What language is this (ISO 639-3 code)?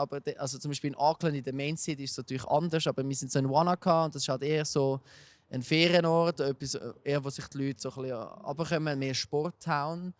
gsw